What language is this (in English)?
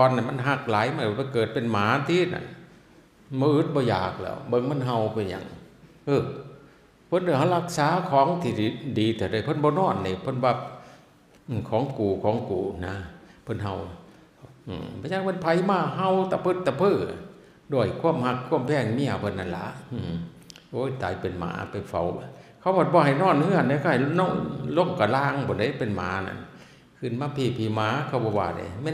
Northeastern Thai